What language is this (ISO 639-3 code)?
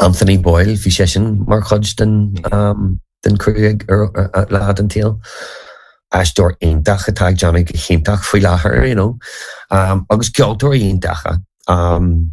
gle